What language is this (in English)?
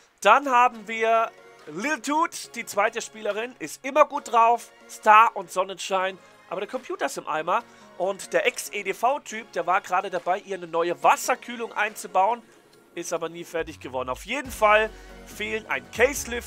German